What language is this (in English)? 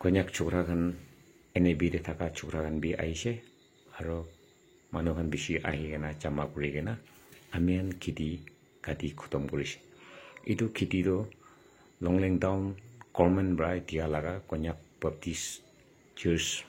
Naga Pidgin